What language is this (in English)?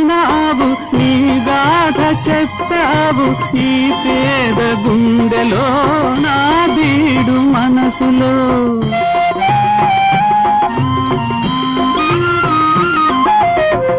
Telugu